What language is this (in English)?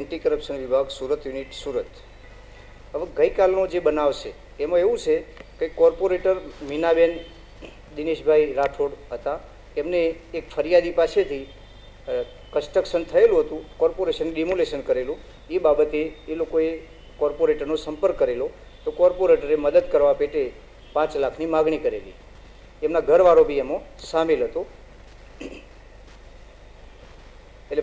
Gujarati